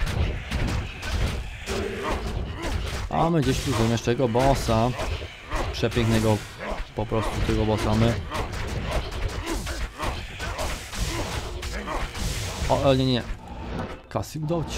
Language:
Polish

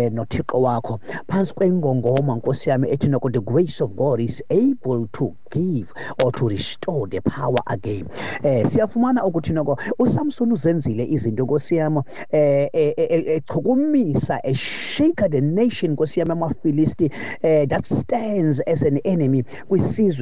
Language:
Xhosa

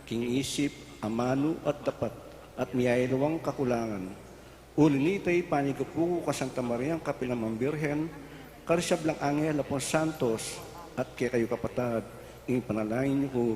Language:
Pampanga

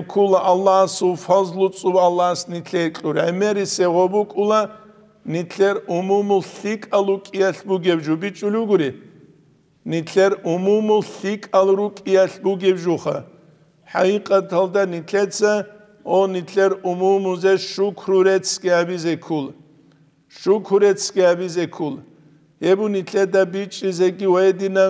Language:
Avaric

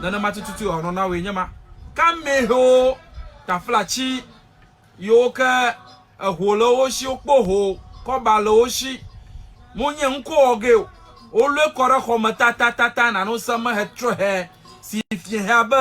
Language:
Ewe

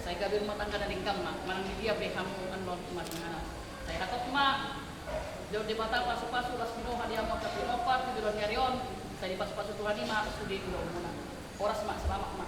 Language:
Batak Toba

